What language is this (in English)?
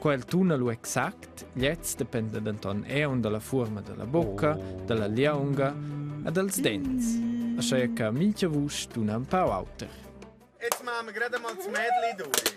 Romansh